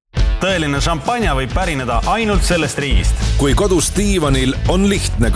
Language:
Estonian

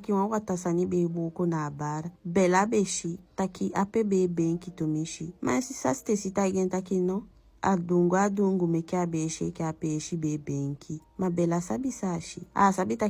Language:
Eastern Maroon Creole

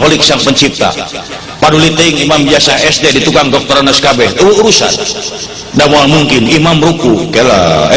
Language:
Sundanese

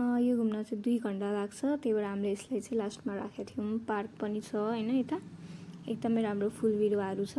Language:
Nepali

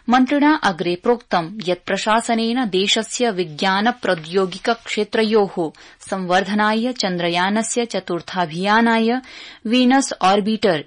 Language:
Sanskrit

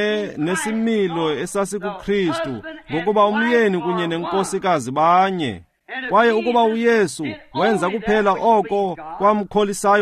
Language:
Xhosa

